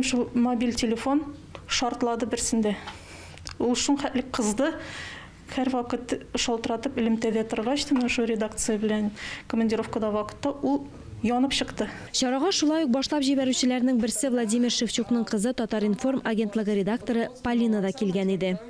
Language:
Tatar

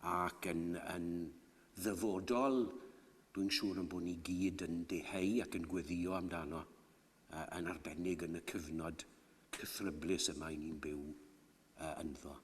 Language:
Welsh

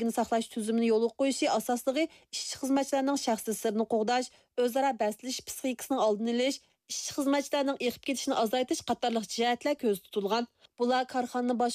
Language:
Uyghur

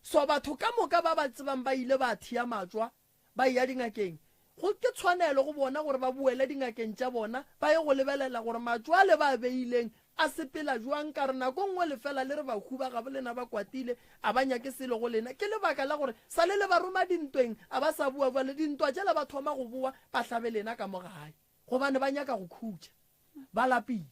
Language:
Northern Sotho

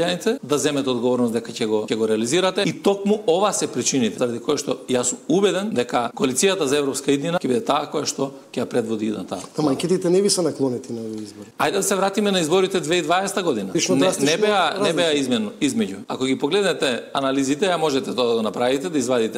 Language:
Macedonian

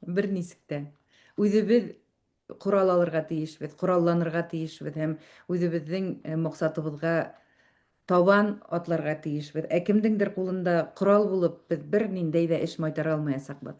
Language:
Bashkir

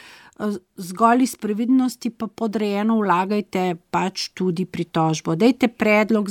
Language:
Slovenian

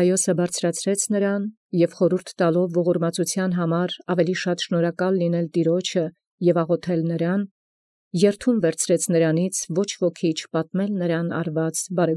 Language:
Armenian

